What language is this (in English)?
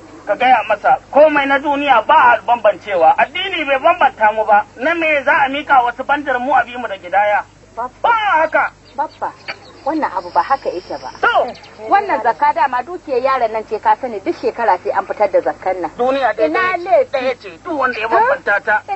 Hausa